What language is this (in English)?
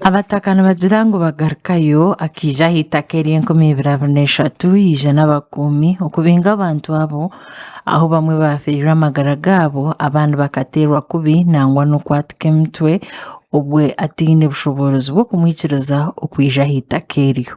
Nyankole